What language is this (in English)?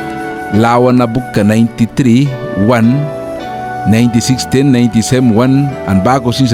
Mískito